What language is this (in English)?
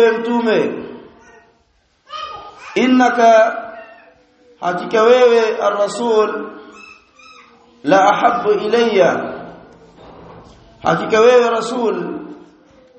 Swahili